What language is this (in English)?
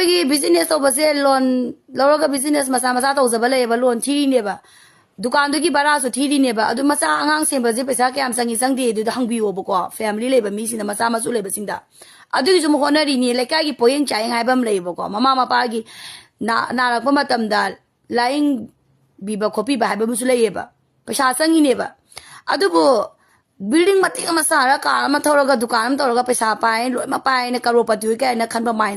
Manipuri